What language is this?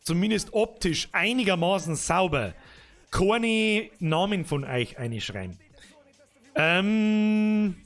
Bavarian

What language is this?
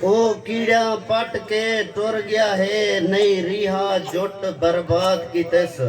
Saraiki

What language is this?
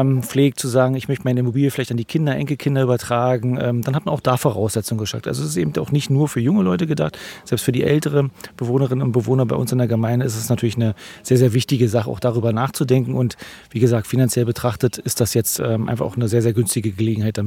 German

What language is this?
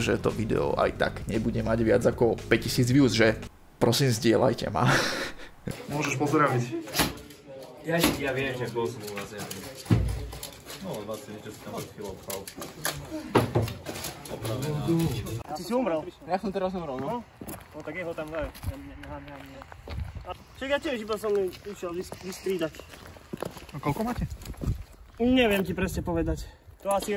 Slovak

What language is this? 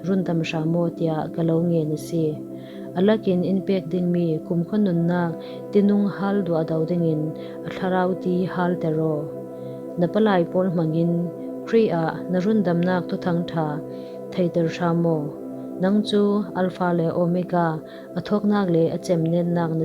Falam Chin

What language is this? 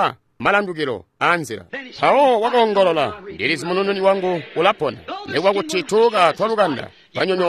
Tonga (Zambia)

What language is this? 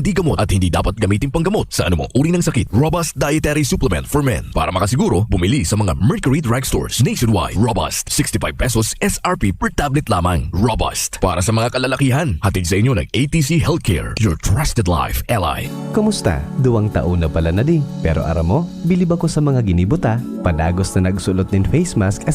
Bikol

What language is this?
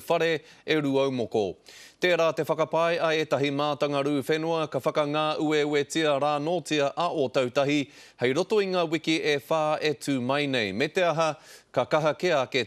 Māori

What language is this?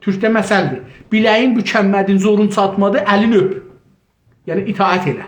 South Azerbaijani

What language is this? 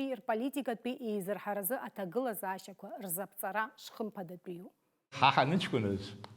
Abkhazian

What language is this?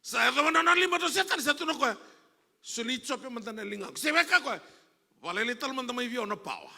Fijian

